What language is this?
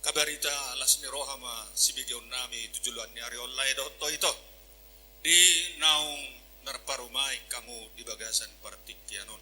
Batak Toba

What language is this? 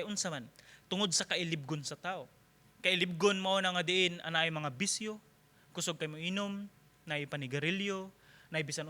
Cebuano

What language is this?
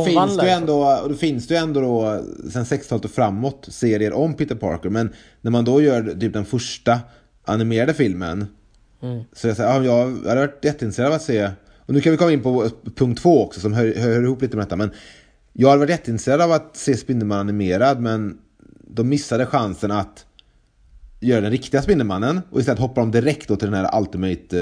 Swedish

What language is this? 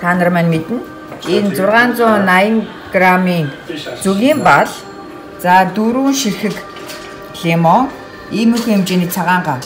Mongolian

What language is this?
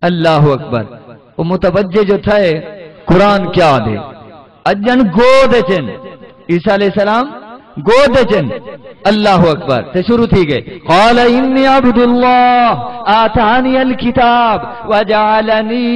Saraiki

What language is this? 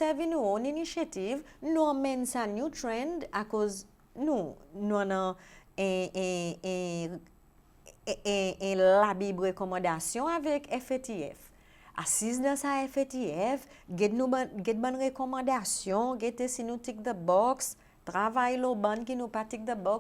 Seselwa Creole French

